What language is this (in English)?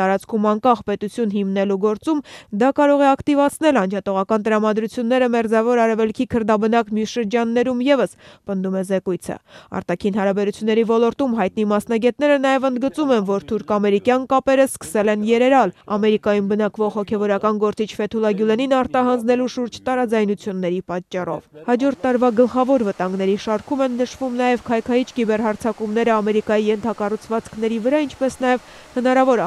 Armenian